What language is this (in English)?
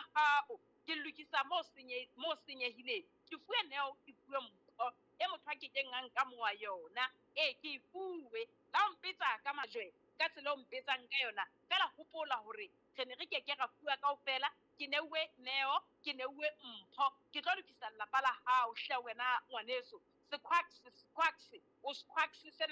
Southern Sotho